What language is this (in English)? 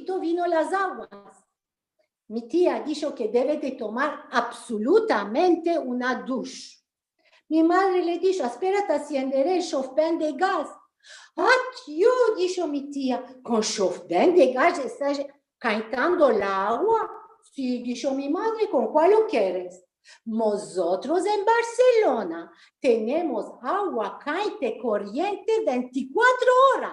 Ladino